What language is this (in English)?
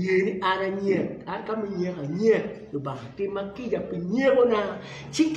Acoli